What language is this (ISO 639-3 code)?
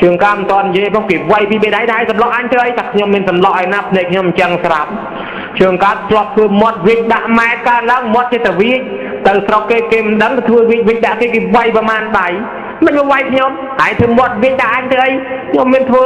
khm